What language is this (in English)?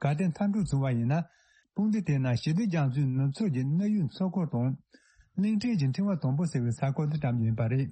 Tibetan